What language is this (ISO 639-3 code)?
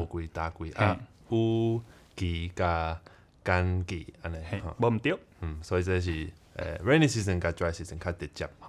nan